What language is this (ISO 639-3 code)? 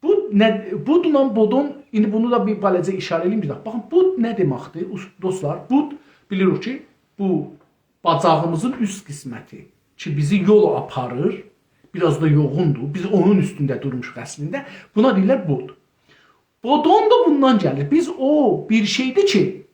azb